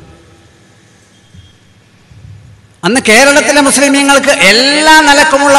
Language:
Malayalam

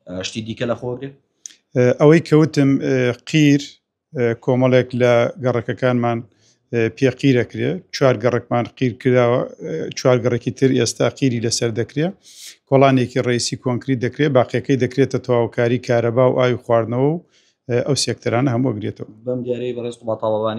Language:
Central Kurdish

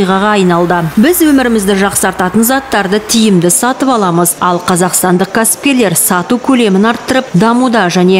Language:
Kazakh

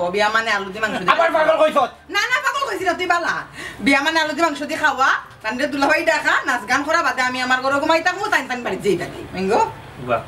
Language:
Sylheti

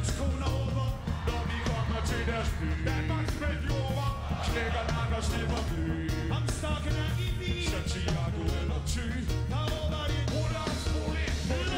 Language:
Danish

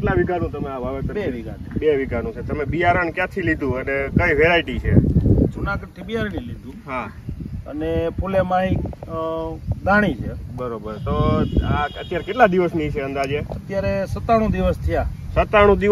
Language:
Gujarati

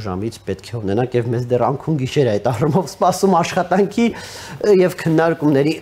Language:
Armenian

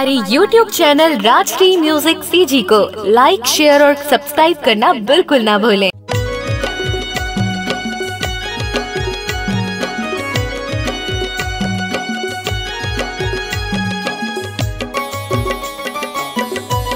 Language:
Chhattisgarhi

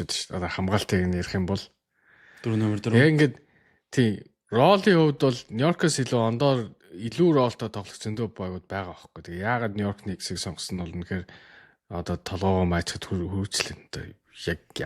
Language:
Mongolian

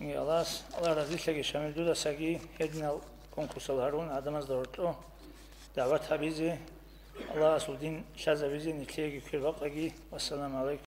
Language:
Avaric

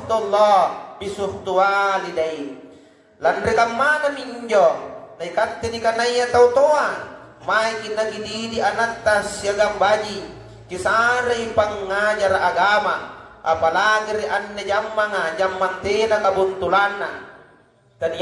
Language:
Makasar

